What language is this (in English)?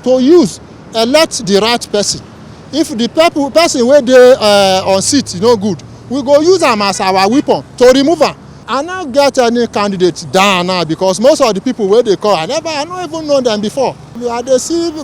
Nigerian Pidgin